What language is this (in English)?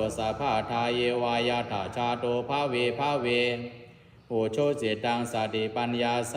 Pali